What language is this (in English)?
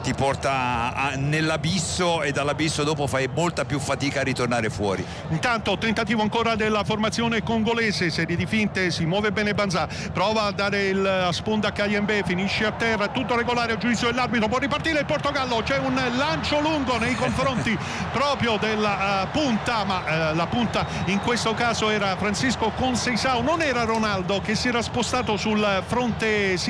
Italian